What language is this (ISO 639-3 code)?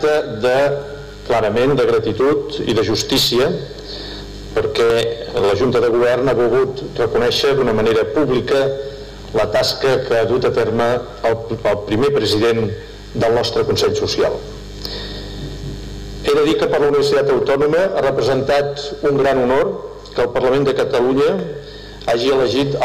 cat